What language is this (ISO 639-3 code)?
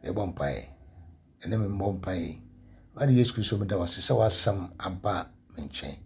aka